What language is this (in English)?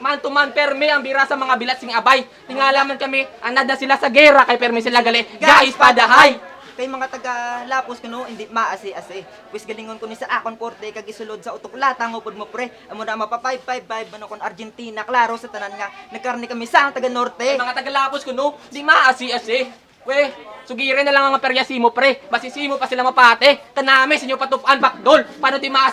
Hiligaynon